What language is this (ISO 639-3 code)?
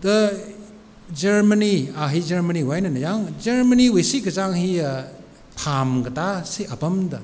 nmf